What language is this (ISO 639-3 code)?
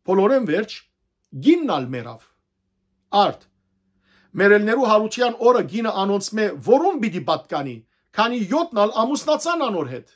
hyw